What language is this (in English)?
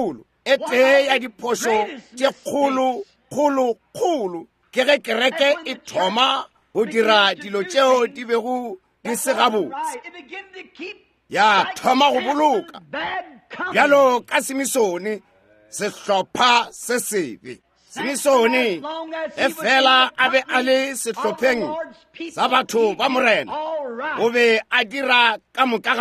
Northern Sotho